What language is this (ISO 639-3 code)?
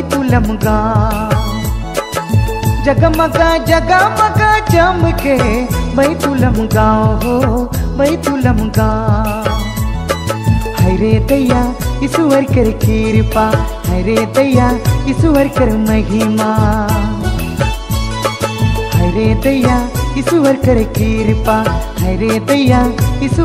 sck